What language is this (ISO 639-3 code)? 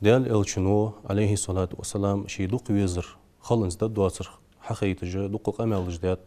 inh